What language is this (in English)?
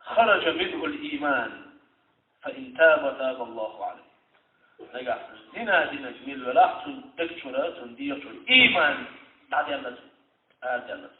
Chechen